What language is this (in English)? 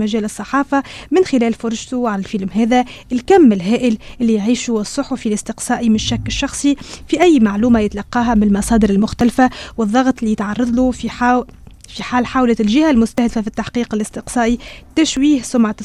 Tunisian Arabic